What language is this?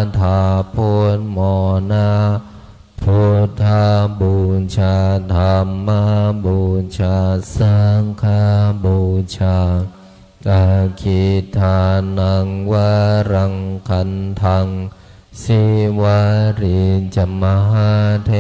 Pali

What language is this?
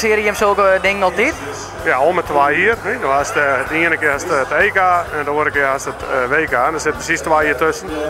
Western Frisian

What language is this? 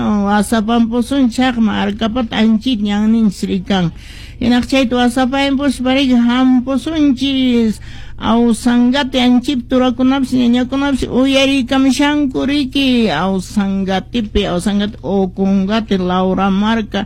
Quechua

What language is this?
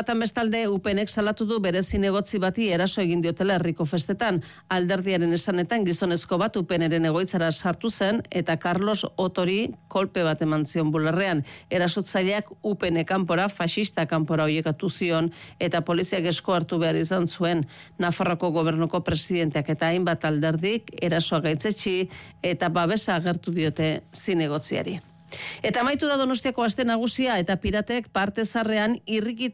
Basque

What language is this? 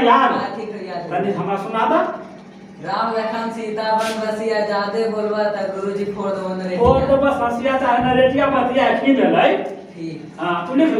Magahi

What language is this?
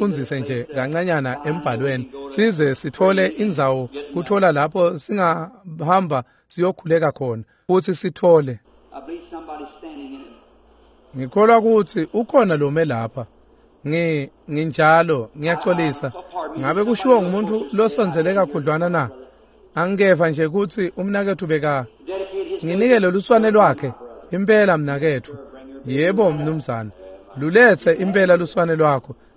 Swati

